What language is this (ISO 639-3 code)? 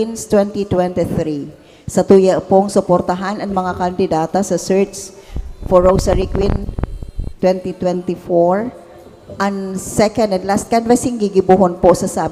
bik